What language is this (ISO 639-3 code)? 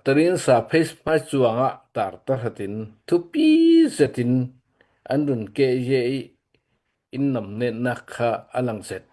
cnh